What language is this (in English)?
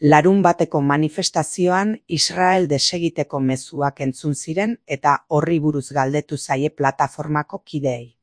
Basque